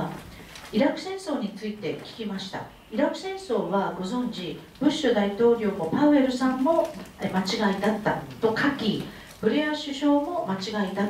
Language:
Japanese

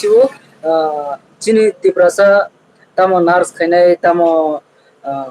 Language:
Kok Borok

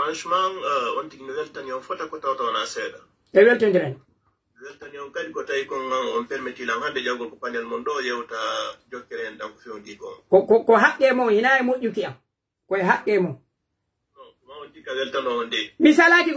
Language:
Pular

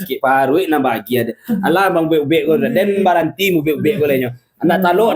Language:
Minangkabau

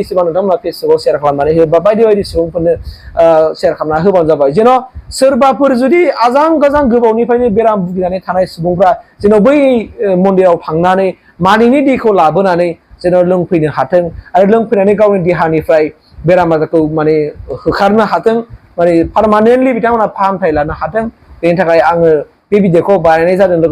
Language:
Bodo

